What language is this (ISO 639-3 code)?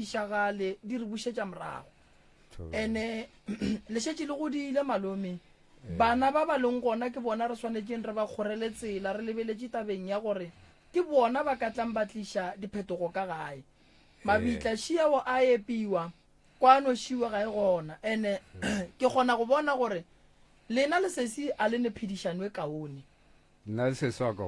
nso